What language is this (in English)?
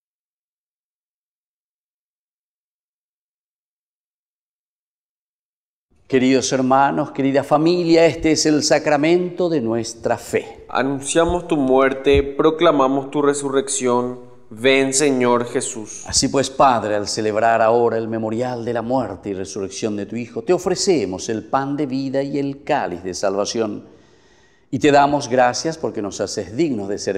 Spanish